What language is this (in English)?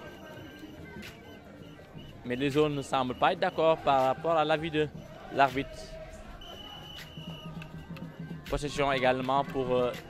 French